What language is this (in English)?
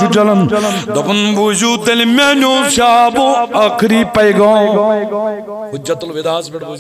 Kashmiri